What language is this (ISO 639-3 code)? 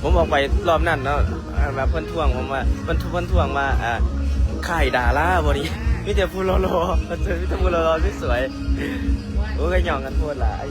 tts